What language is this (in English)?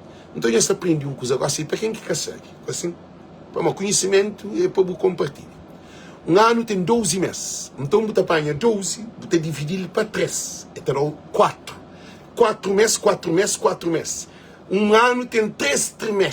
Kabuverdianu